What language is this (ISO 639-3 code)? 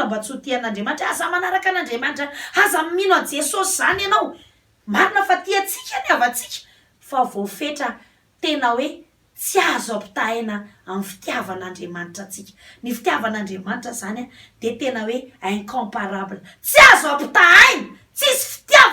mlg